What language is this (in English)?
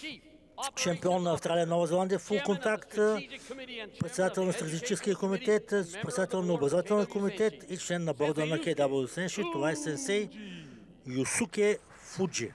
Bulgarian